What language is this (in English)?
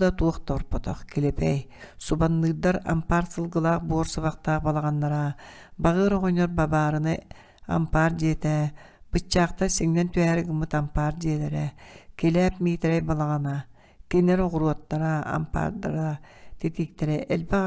Yakut